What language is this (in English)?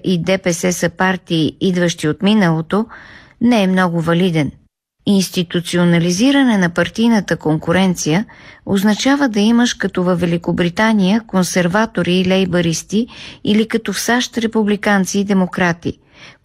Bulgarian